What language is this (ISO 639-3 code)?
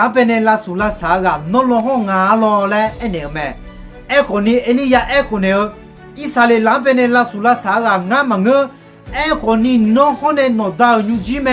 ahk